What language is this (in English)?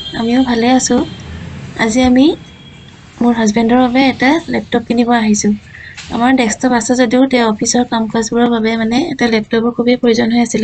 Assamese